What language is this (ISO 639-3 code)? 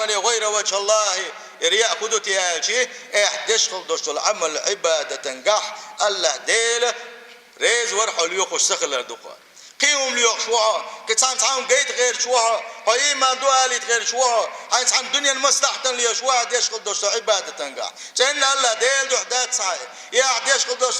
che